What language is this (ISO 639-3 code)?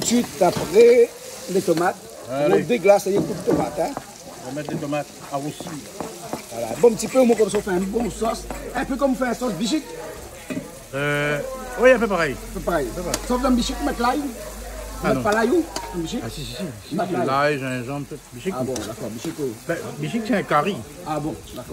rcf